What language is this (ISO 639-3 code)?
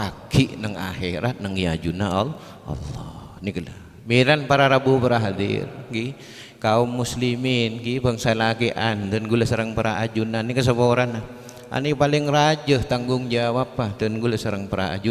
mad